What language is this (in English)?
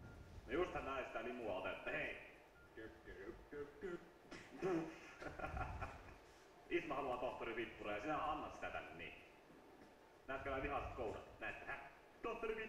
Finnish